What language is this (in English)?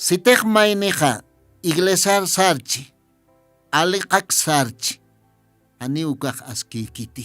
Aymara